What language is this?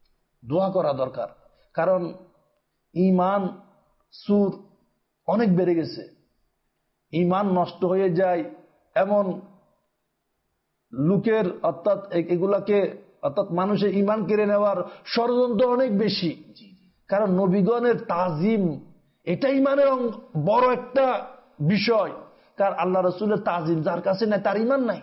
Bangla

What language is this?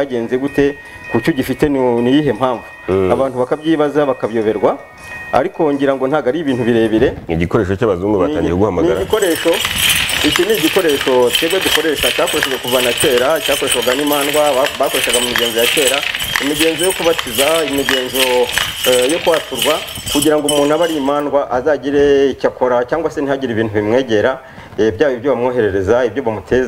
Kinyarwanda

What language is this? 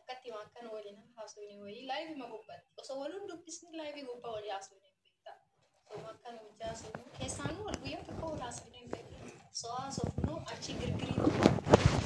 Oromo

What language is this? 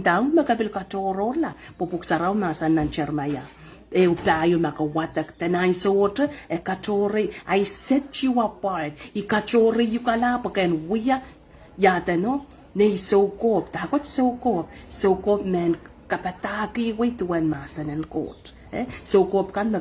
Pohnpeian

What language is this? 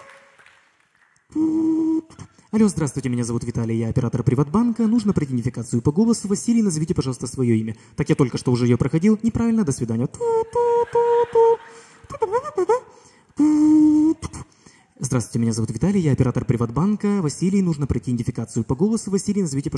Russian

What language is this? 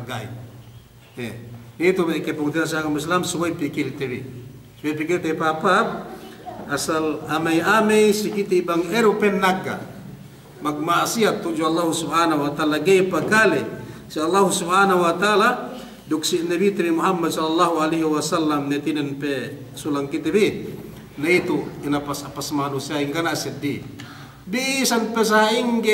Yakan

